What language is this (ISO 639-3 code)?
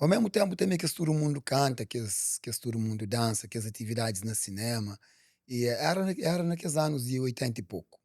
kea